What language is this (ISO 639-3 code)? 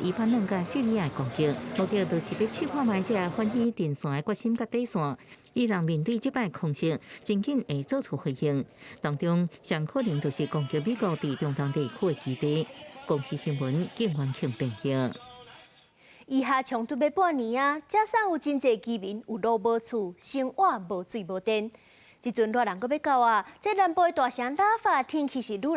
nan